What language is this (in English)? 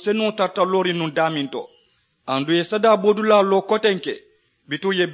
Mandingo